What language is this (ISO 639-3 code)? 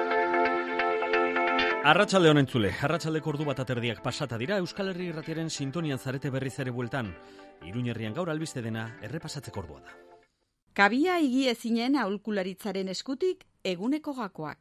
eus